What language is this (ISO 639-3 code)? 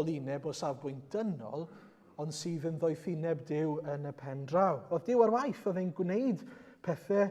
cym